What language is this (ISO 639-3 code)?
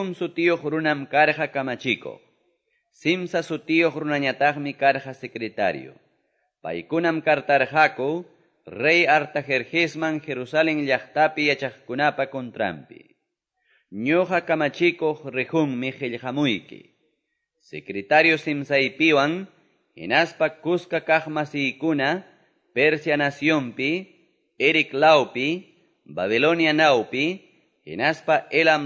que